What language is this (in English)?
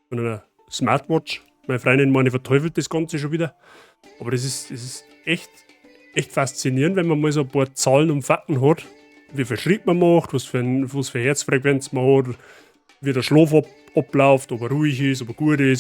Bavarian